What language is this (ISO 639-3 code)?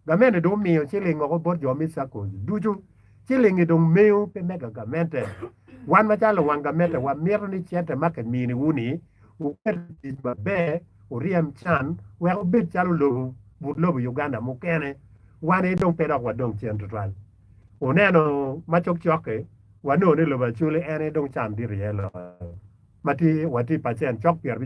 ach